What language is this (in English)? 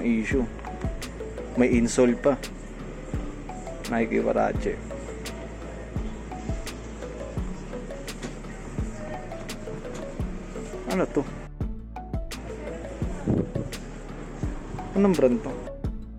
Filipino